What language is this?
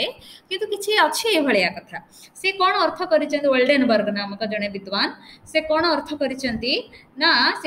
Odia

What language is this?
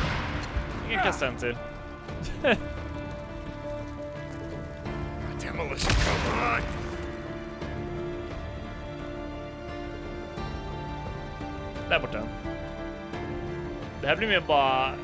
Swedish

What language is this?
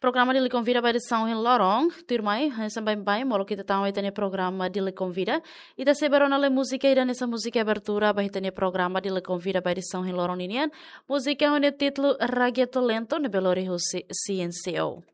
Tetum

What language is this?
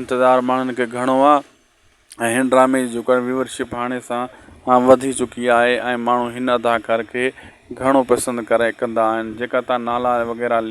Sindhi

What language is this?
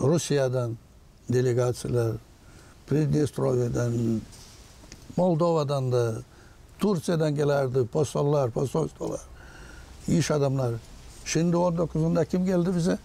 Gagauz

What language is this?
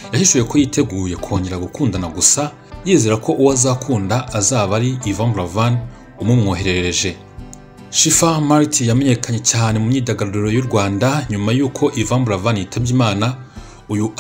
Kinyarwanda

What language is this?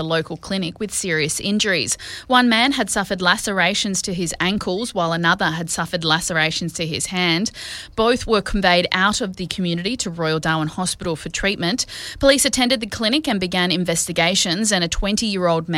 English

